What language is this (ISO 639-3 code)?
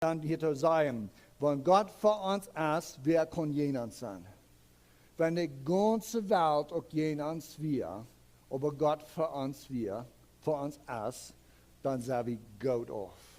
pdt